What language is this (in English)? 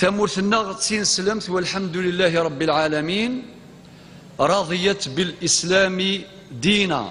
Kabyle